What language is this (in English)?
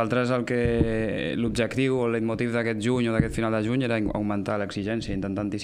Catalan